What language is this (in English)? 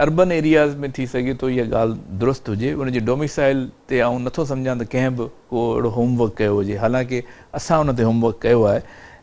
Sindhi